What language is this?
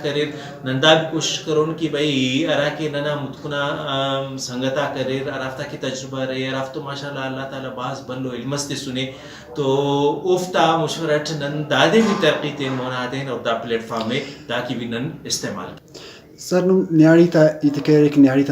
Brahui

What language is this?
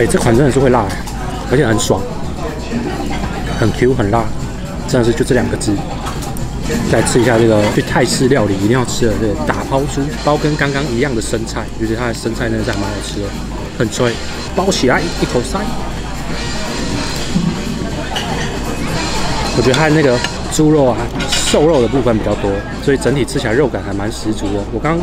Chinese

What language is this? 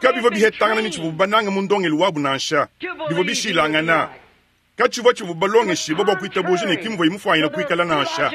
Luba-Lulua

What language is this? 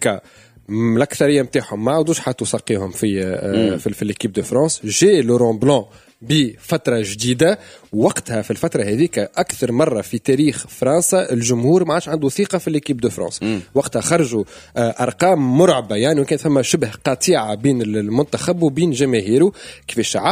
Tunisian Arabic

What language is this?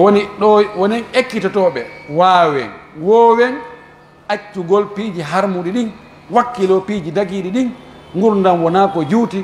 Pular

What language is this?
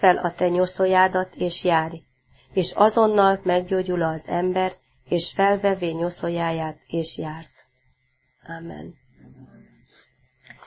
Hungarian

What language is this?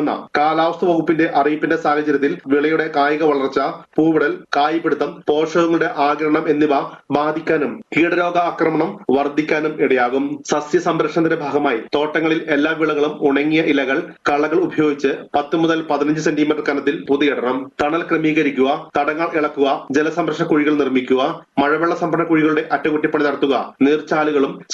Malayalam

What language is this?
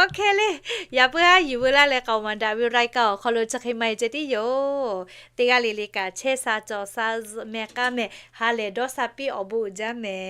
Lahu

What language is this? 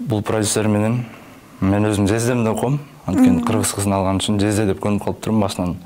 Kyrgyz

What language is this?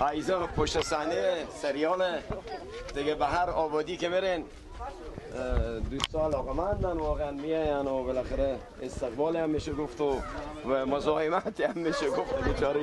Persian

